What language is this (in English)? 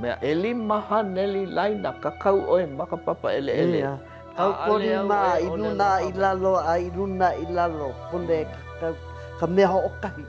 Hawaiian